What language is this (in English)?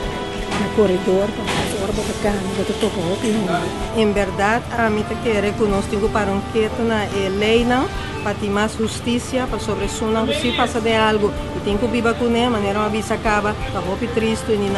Papiamento